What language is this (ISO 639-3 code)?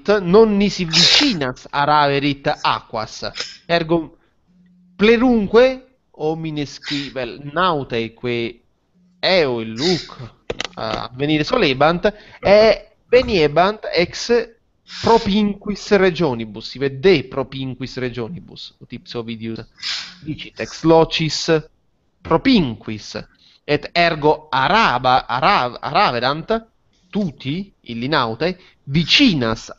lat